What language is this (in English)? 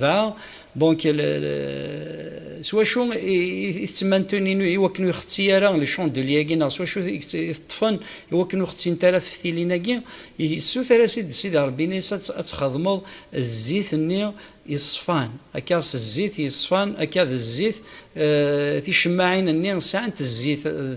Kabyle